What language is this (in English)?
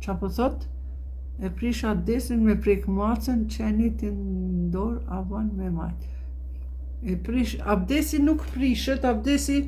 Albanian